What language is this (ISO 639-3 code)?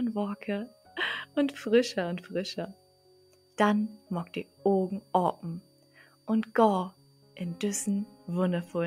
nds